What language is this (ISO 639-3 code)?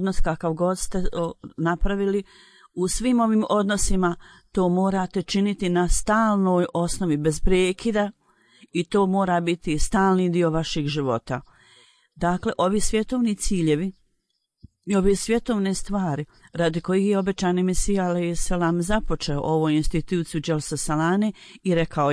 bos